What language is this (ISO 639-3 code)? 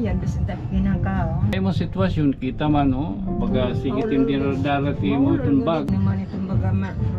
war